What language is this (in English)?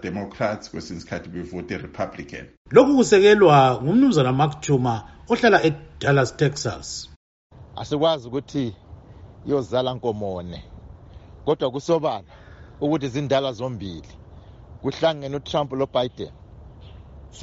North Ndebele